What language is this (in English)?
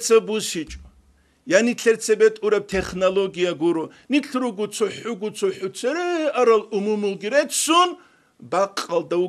Avaric